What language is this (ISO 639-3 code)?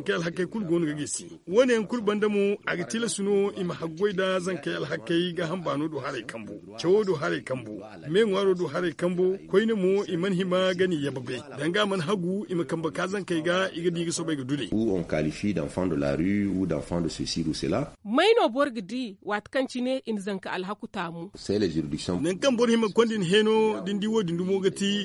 dje